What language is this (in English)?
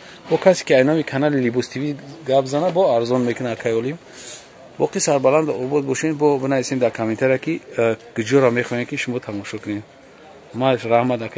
Tajik